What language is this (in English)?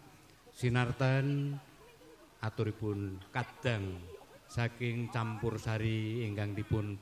Javanese